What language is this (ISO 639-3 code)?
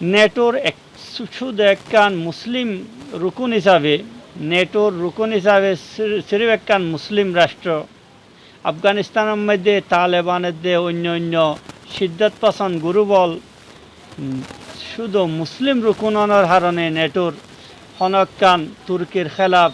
rhg